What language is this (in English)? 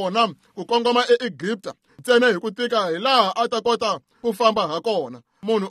Tsonga